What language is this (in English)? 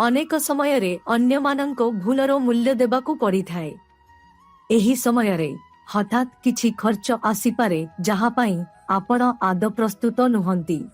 Odia